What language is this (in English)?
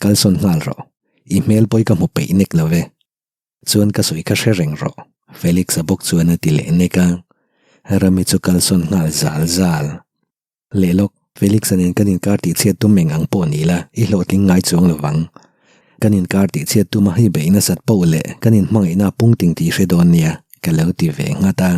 Mizo